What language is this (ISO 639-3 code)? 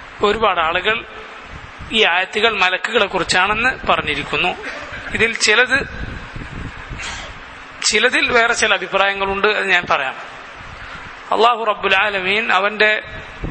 mal